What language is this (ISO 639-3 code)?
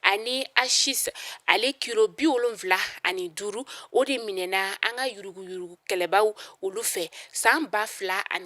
bam